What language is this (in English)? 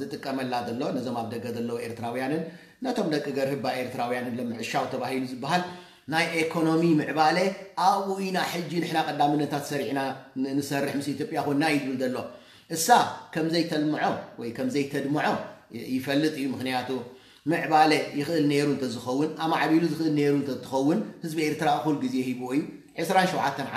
Tigrinya